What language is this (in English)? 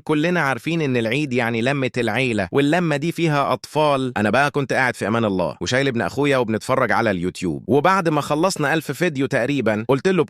Egyptian Arabic